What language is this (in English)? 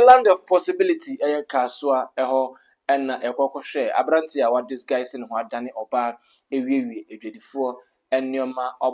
Akan